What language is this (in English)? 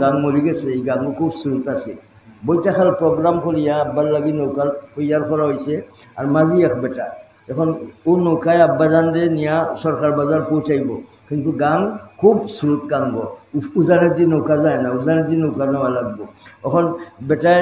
Sylheti